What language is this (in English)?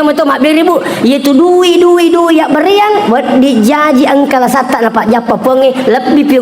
Buginese